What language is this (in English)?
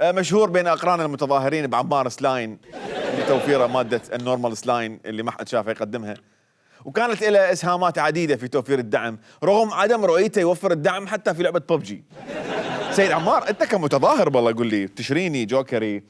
Mesopotamian Arabic